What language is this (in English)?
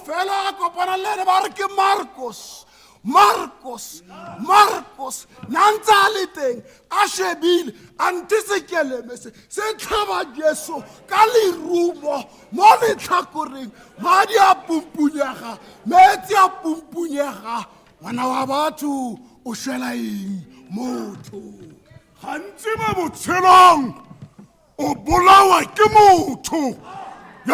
Tswana